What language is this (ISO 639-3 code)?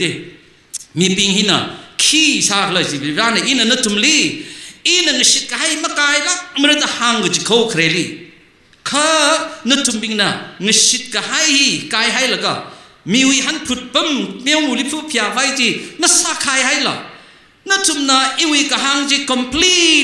nmf